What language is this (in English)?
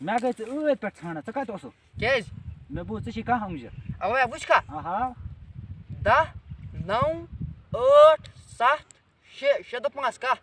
Kashmiri